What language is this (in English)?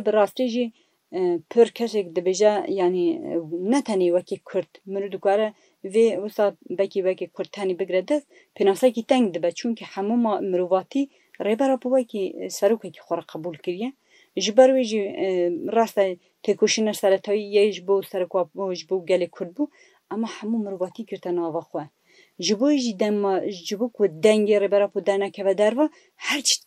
Kurdish